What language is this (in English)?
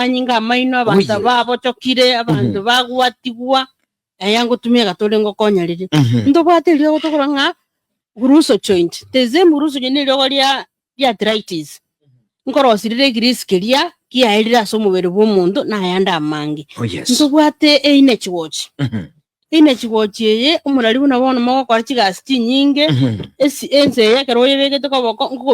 Gusii